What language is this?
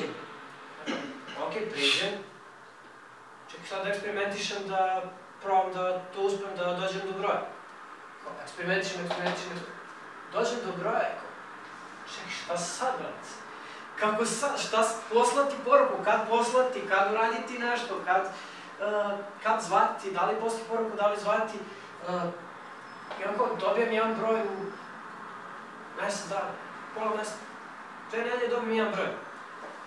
Serbian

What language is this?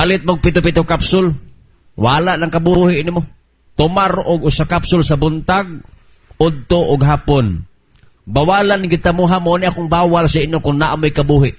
Cebuano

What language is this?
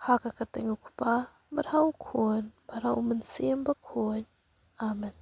Khasi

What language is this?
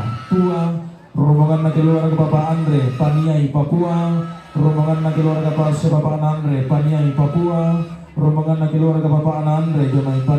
Toraja-Sa'dan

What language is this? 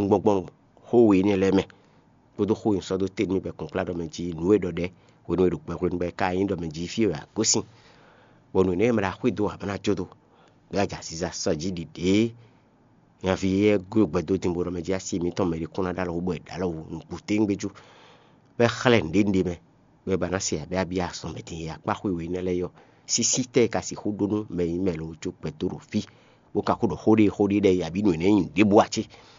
Fon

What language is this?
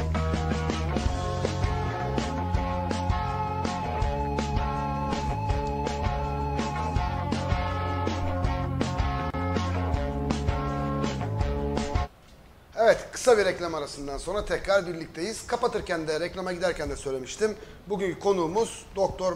Turkish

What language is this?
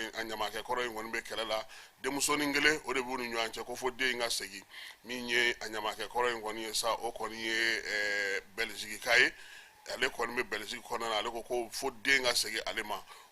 Bambara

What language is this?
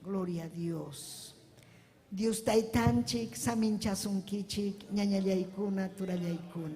Ayacucho Quechua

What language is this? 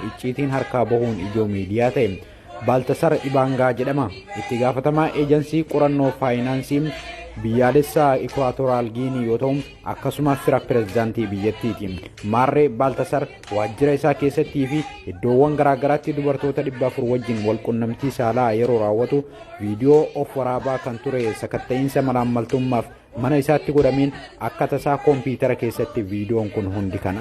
Oromo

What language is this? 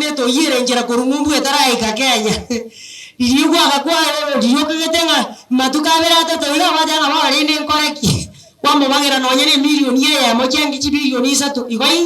Gusii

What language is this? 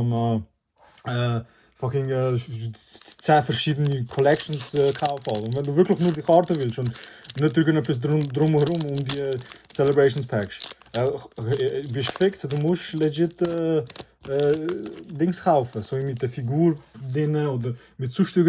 Swiss German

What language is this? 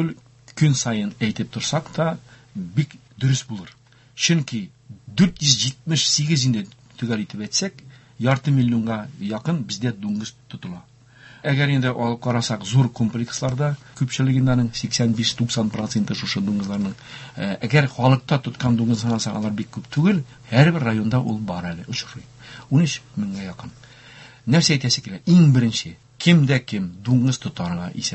Tatar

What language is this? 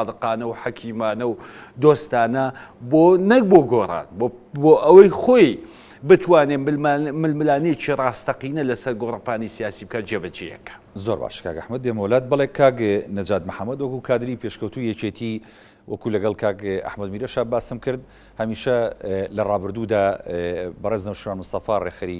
Central Kurdish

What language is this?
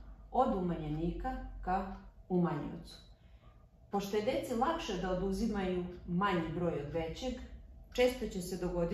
Serbian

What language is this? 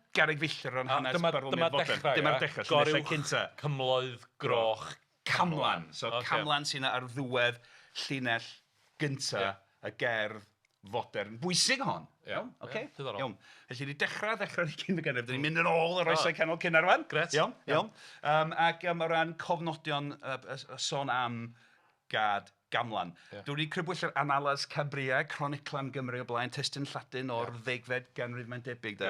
Welsh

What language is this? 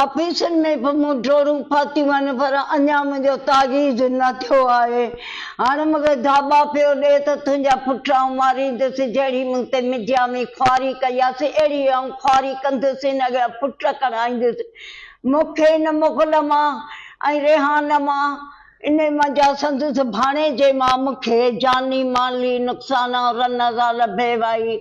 Sindhi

